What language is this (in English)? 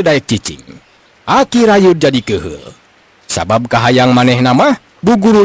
Sundanese